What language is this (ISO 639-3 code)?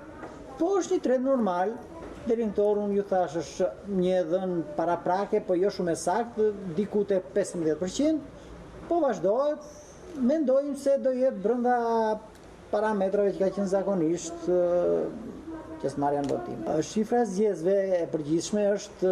sqi